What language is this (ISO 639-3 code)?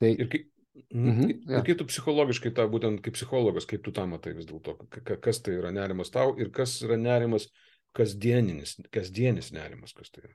lit